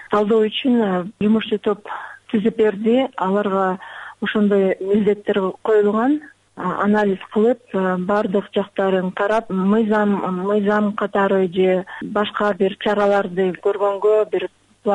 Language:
Kyrgyz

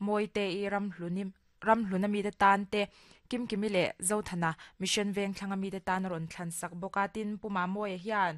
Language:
Mizo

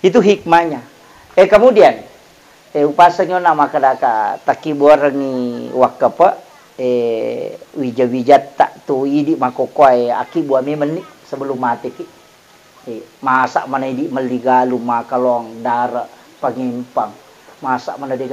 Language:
Buginese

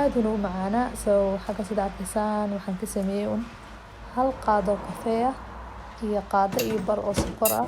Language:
Somali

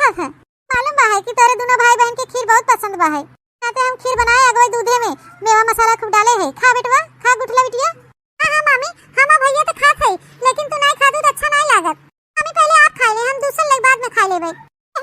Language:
Awadhi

